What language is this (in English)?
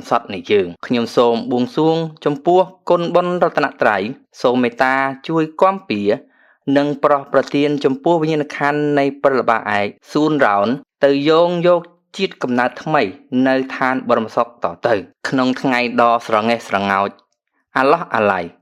Khmer